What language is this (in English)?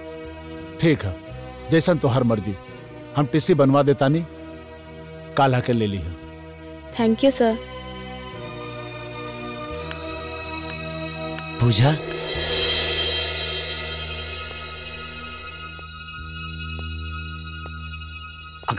Bhojpuri